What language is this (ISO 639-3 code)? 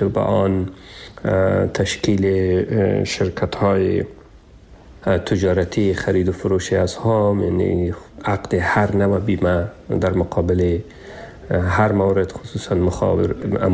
fas